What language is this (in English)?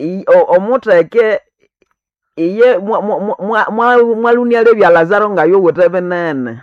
Nande